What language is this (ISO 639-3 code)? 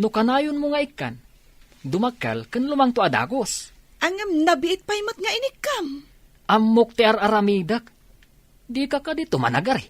ilo